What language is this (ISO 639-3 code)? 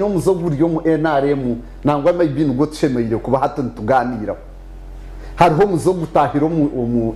nyn